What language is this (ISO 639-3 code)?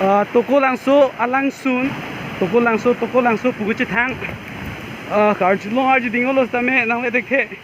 mjw